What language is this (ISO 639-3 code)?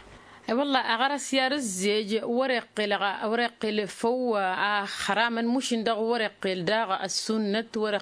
taq